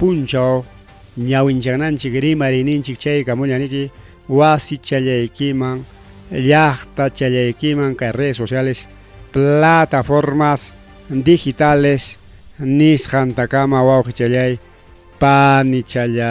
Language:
Ayacucho Quechua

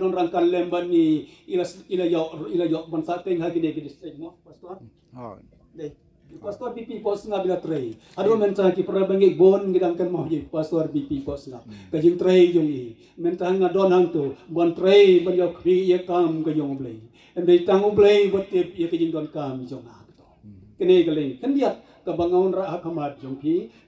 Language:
Khasi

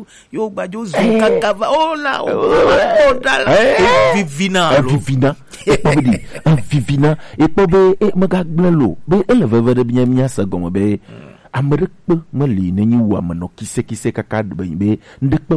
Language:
Gen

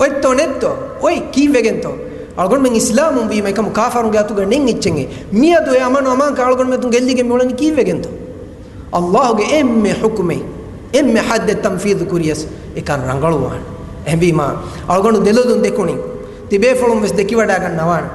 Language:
Divehi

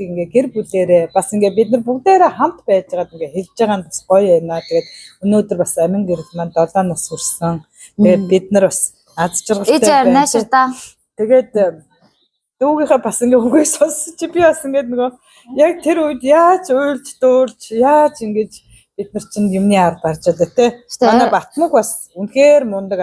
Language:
Mongolian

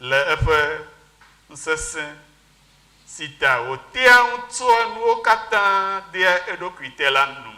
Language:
Ewe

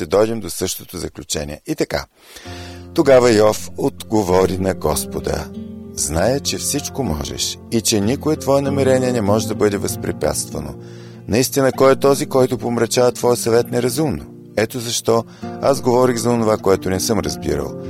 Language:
Bulgarian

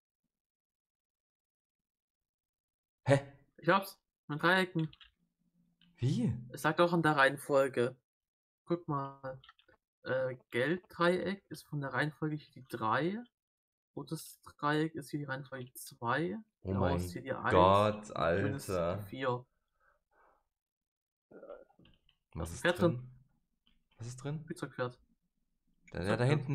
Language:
German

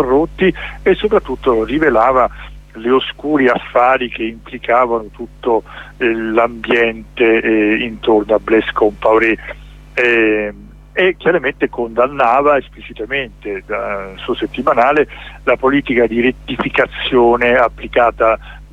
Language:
Italian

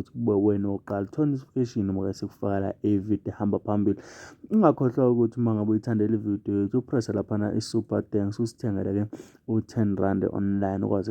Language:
Zulu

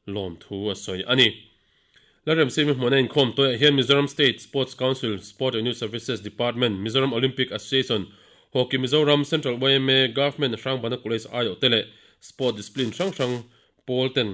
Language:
Mizo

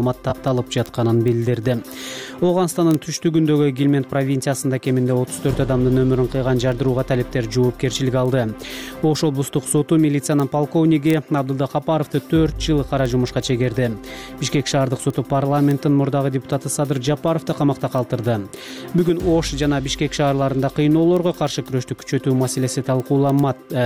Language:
Kyrgyz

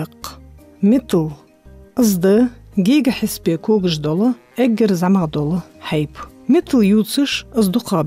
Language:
Ingush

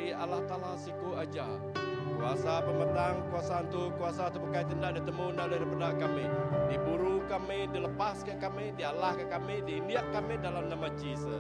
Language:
Iban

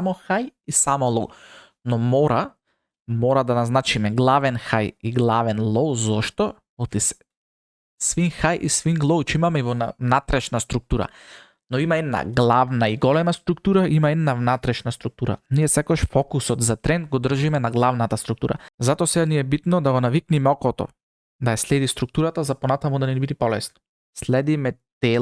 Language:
Macedonian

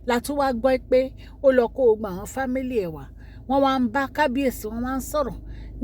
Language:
Yoruba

